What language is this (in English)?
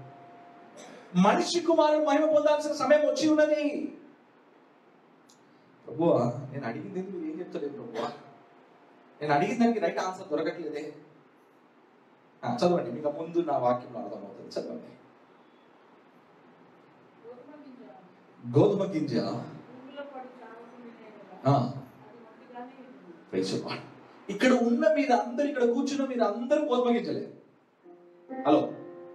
Telugu